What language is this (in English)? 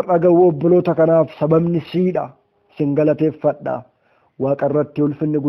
Oromo